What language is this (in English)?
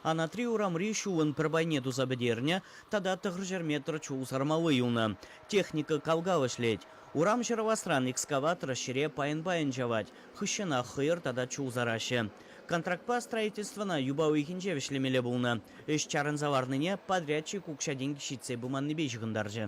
Chuvash